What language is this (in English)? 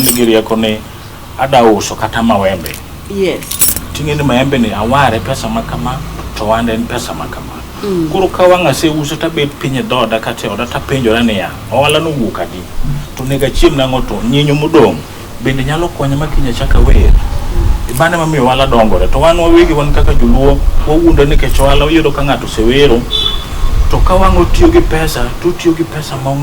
Luo (Kenya and Tanzania)